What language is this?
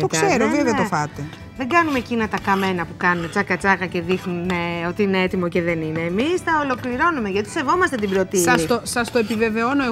Greek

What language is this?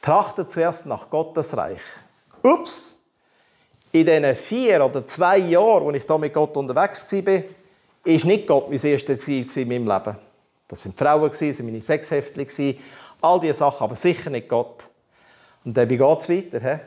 Swiss German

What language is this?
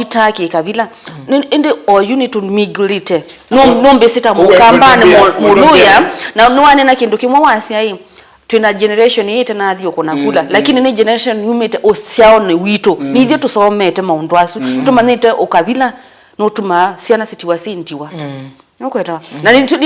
Kamba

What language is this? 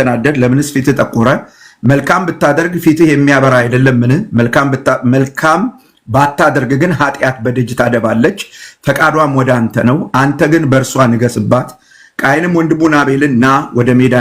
Amharic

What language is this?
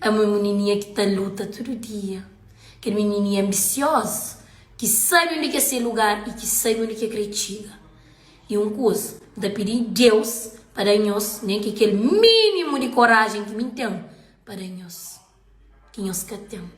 Kabuverdianu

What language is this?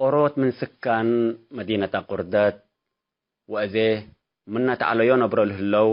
Tigre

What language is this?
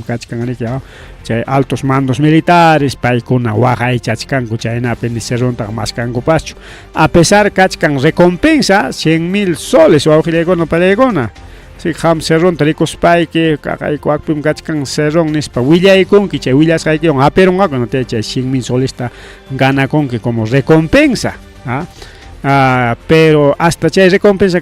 Ayacucho Quechua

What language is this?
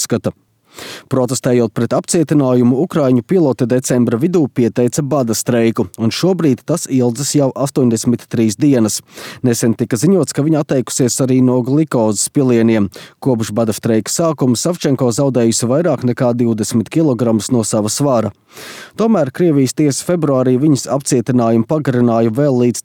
Latvian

